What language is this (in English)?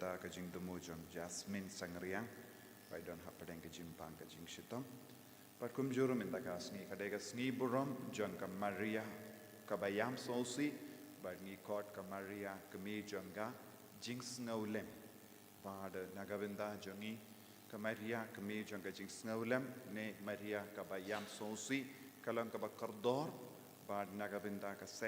Khasi